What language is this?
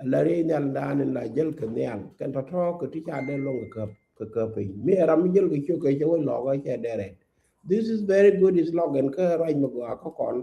Nuer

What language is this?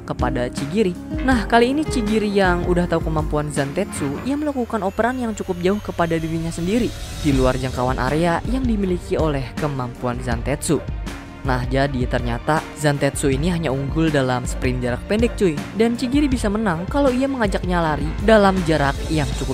Indonesian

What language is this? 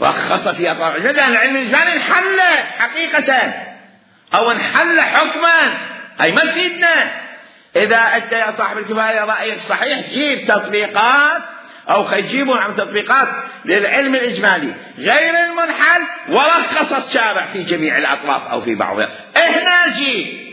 Mesopotamian Arabic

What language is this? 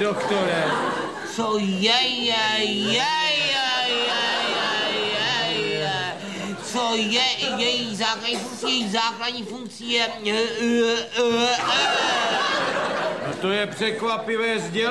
Czech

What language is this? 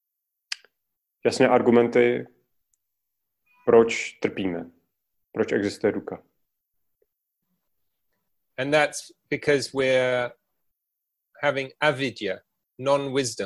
Czech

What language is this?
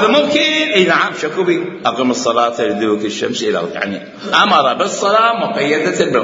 Mesopotamian Arabic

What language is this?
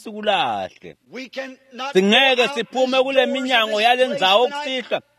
Swati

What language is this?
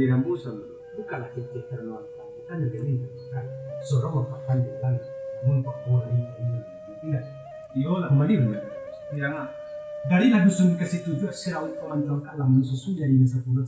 Minangkabau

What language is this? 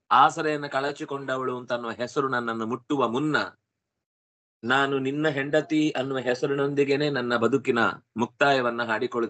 Kannada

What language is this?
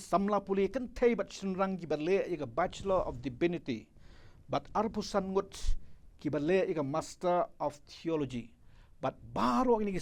Khasi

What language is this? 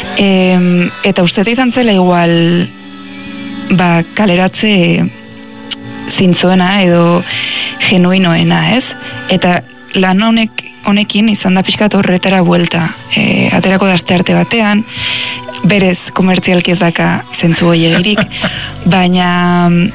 Basque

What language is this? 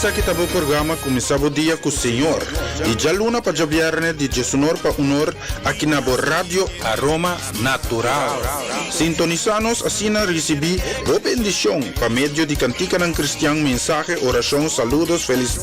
Papiamento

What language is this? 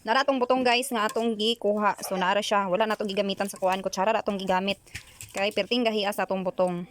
Cebuano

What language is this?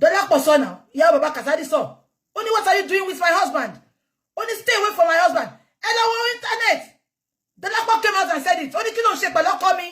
Yoruba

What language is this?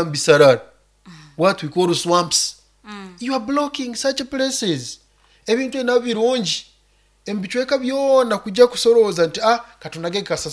Nyoro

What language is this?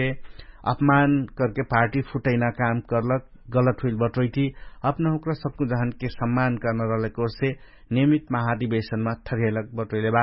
Dangaura Tharu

